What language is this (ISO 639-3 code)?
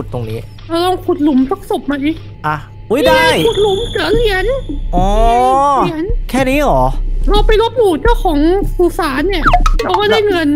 tha